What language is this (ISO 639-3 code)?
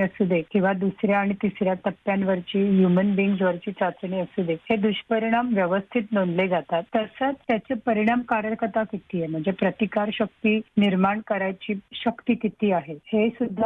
mar